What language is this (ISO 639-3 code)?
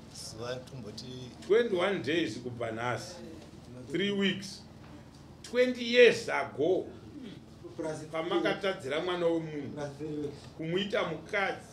sna